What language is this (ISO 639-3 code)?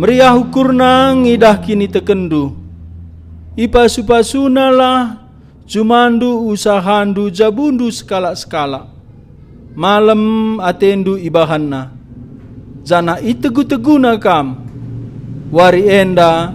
btx